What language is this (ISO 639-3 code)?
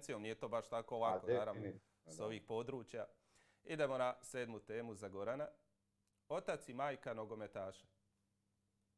hrv